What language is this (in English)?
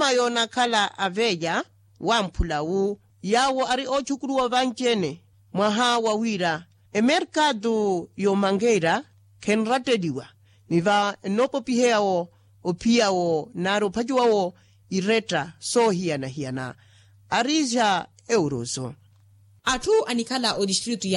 Makhuwa